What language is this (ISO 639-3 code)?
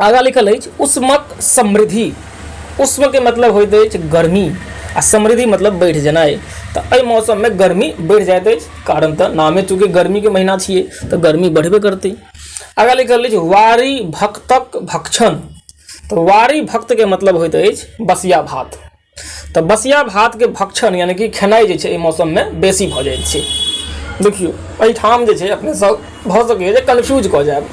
mai